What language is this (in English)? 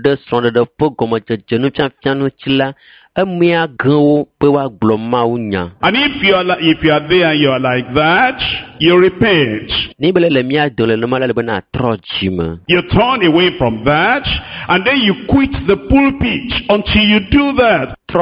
Ewe